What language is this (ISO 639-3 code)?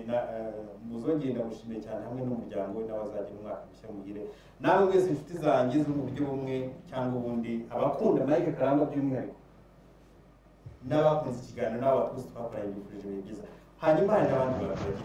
kin